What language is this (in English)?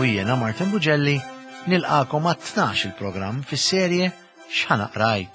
Maltese